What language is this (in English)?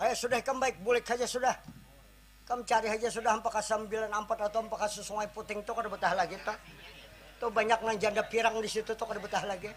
Banjar